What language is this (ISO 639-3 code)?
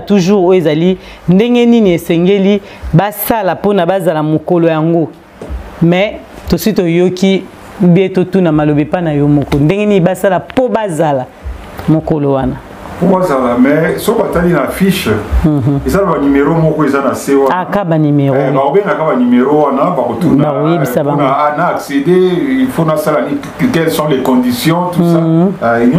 lin